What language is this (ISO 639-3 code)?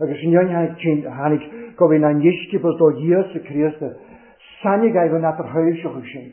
cym